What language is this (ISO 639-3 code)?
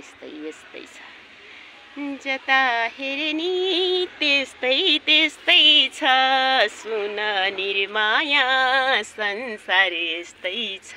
nep